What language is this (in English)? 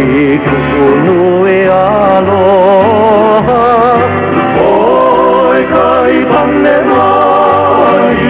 Hawaiian